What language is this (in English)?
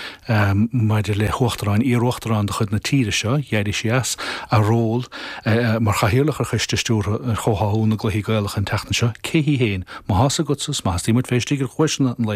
Irish